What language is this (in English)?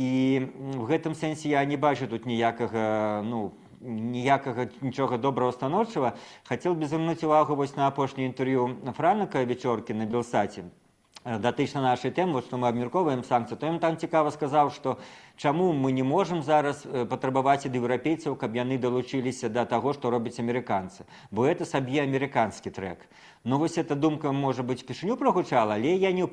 Belarusian